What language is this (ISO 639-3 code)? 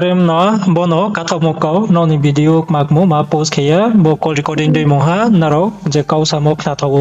ria